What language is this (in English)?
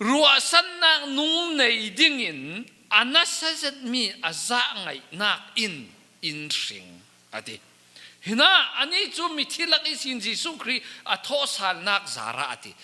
Falam Chin